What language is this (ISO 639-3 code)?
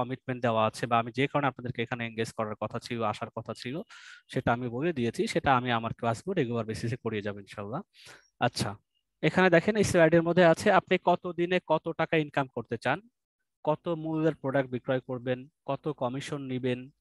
ben